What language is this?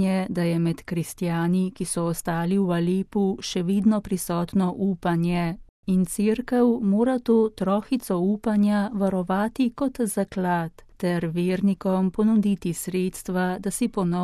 Slovenian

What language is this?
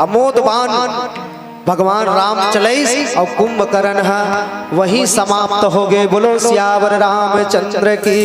Chhattisgarhi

